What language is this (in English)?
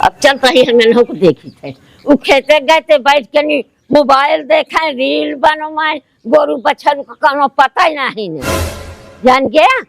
Awadhi